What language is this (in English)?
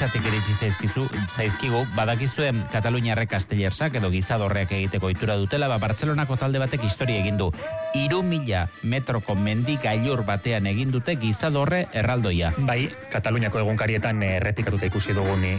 Basque